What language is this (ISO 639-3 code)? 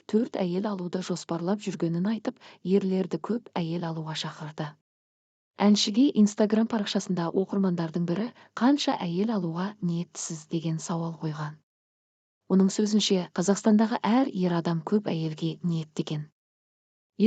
kaz